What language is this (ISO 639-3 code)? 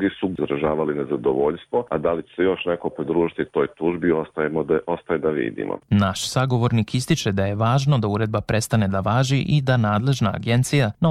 srp